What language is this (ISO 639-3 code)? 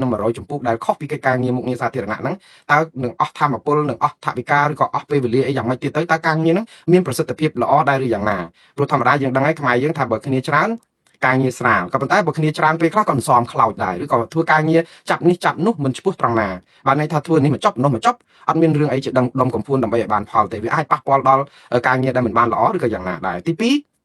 khm